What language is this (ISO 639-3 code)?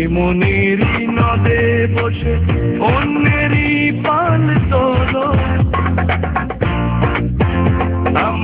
ben